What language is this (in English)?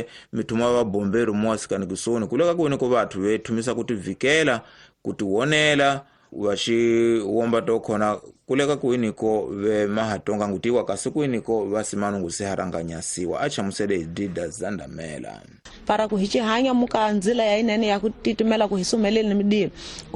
Tsonga